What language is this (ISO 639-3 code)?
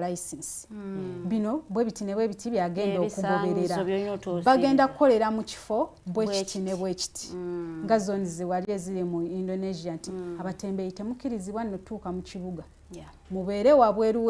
lug